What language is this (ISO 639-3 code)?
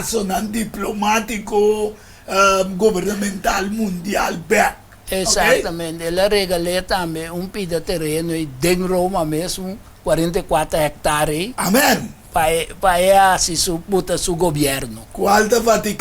pap